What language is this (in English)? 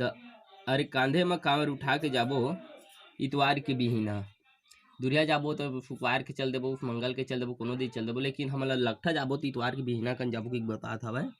Chhattisgarhi